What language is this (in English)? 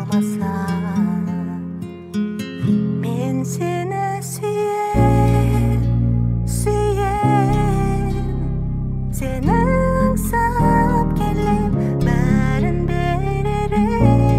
Kazakh